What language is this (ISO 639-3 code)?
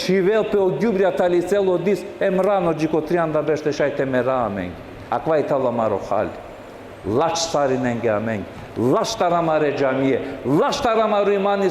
rmn